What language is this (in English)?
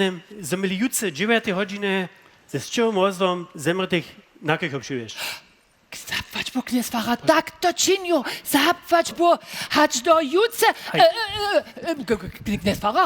Upper Sorbian